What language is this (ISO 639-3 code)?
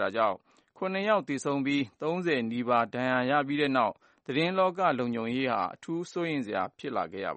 mya